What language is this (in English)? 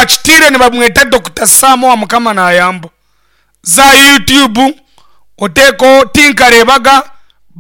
Nyankole